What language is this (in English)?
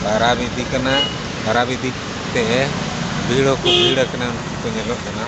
Santali